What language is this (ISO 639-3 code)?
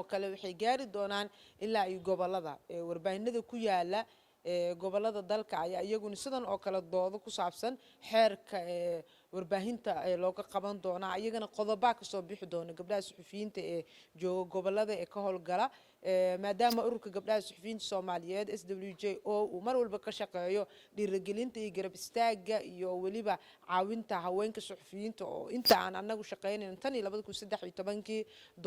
som